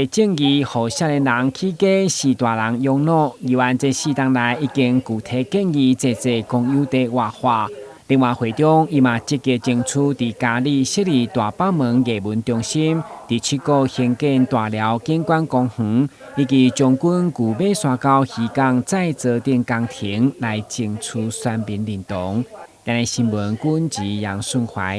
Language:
Min Nan Chinese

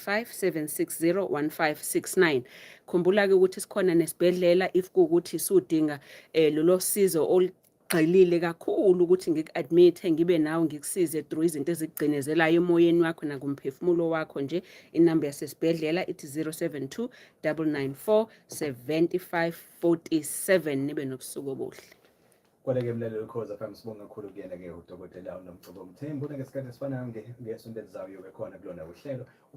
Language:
Zulu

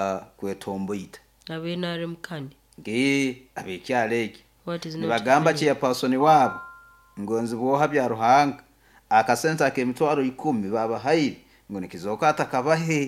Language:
Nyankole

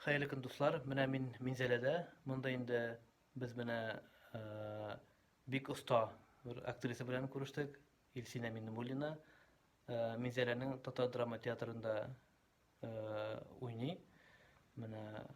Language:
Tatar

